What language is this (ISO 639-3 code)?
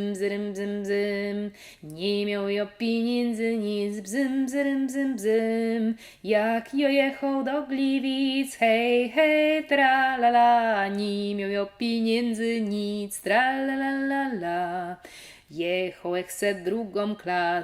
szl